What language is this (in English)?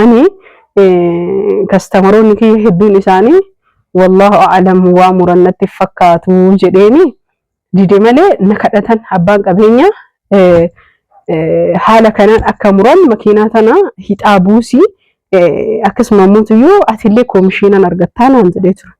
Oromo